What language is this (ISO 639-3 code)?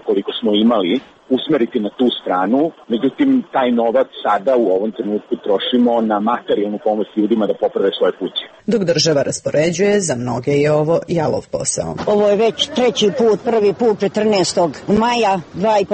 srp